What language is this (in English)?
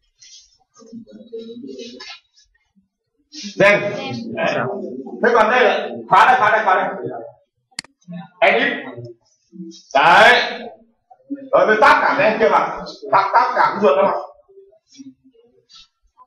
Vietnamese